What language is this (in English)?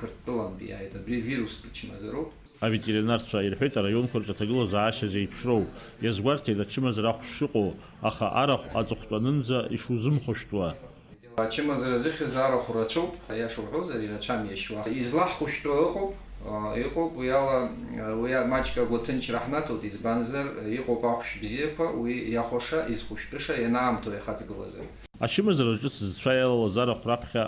Abkhazian